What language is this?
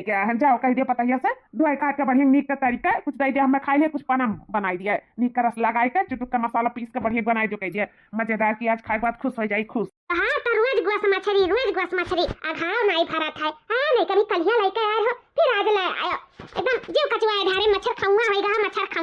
Awadhi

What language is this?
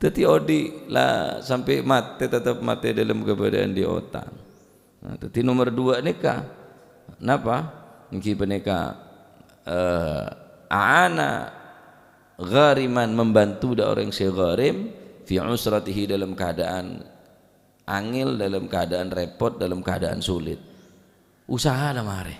Madurese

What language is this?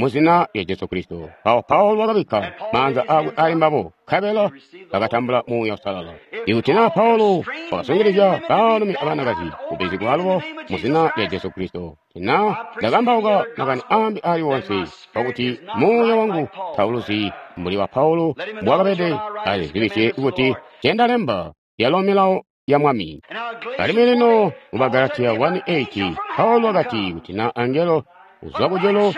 Tonga (Zambia)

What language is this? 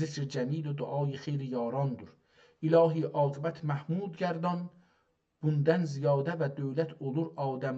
South Azerbaijani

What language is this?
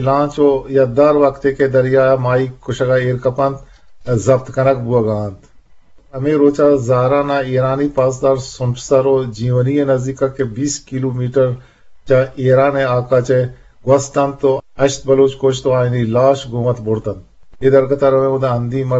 Eastern Balochi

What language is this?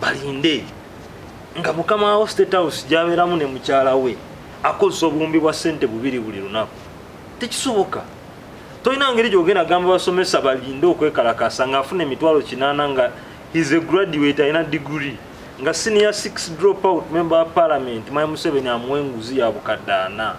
Ganda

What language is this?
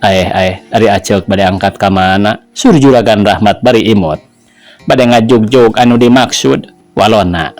Sundanese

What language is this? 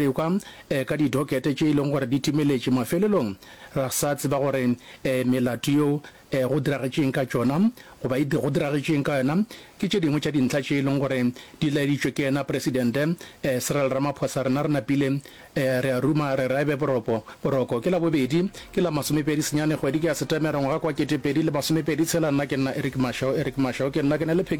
Northern Sotho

